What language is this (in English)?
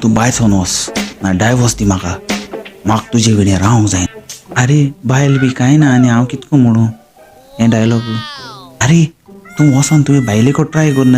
Konkani